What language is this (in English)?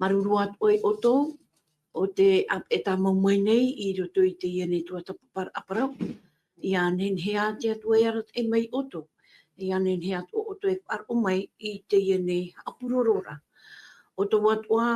Tahitian